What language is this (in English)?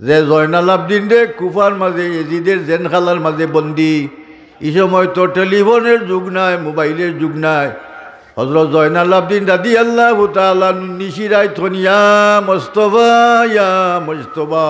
Sylheti